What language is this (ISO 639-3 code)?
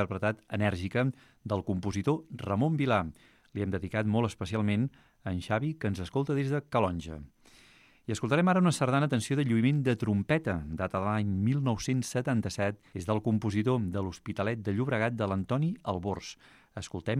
cat